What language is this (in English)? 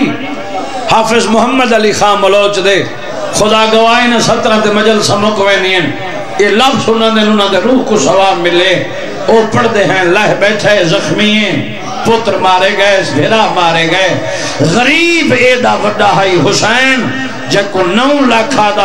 Saraiki